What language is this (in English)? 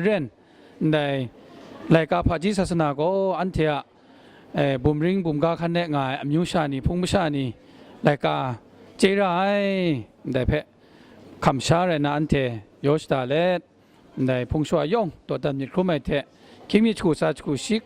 Kachin